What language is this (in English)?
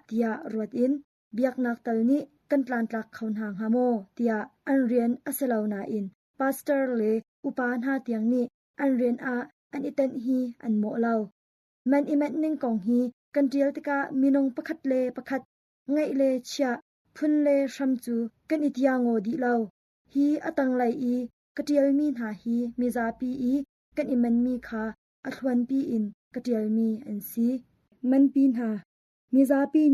Hakha Chin